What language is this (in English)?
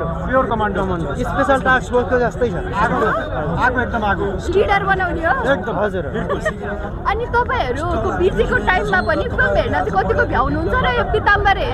Nepali